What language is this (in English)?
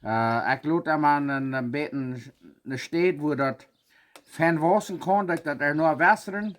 Plautdietsch